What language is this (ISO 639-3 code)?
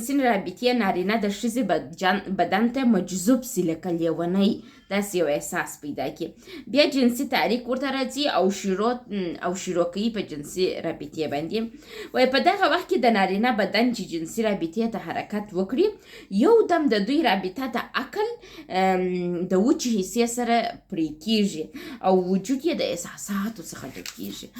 pus